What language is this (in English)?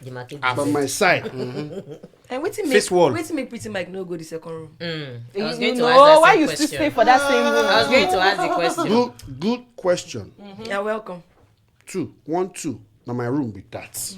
Nigerian Pidgin